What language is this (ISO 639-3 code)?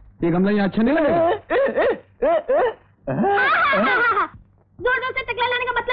hin